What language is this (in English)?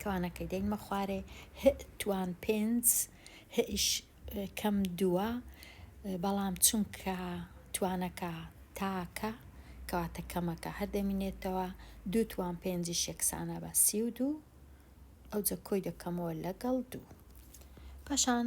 Central Kurdish